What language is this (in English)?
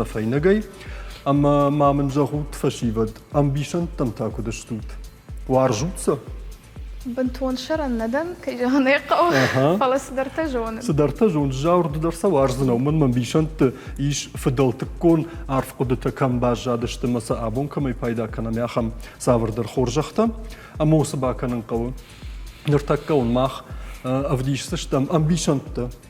Ossetic